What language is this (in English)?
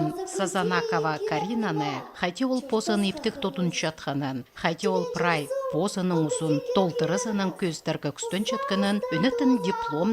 Khakas